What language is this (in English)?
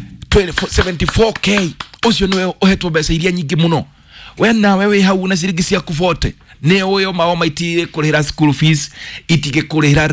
Kikuyu